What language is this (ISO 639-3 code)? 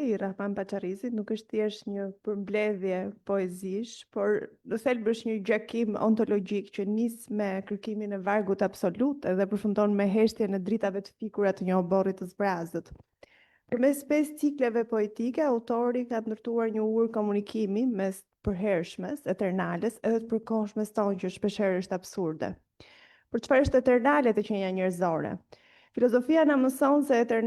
sqi